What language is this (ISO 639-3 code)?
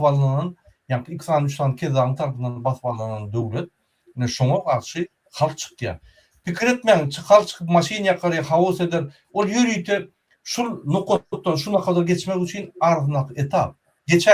tuk